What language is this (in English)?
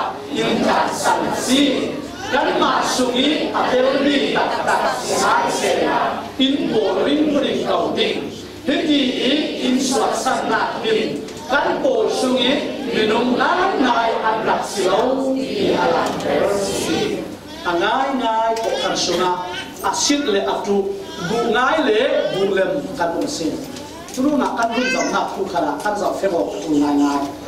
Falam Chin